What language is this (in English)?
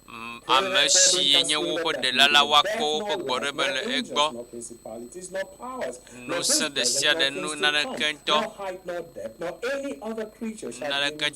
Ewe